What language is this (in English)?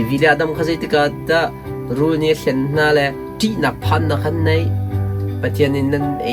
Hakha Chin